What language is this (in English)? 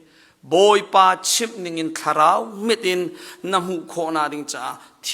Hakha Chin